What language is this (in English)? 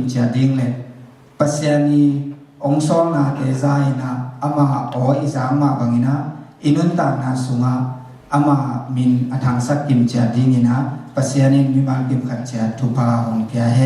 Tedim Chin